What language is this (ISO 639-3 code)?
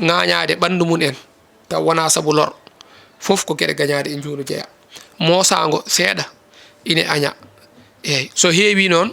ful